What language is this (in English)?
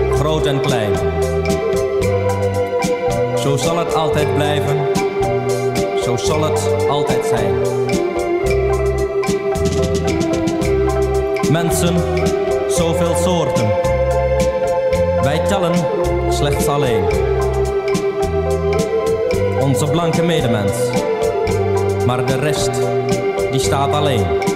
Dutch